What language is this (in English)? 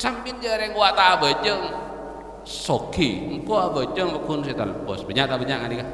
Madurese